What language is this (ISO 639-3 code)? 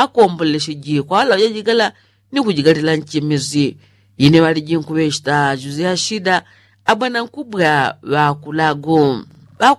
yao